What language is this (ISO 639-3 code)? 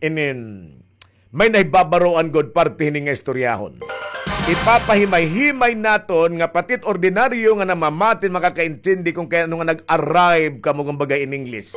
war